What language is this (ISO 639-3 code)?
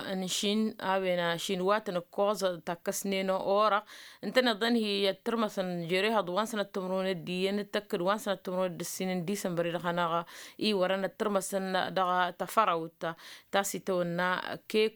taq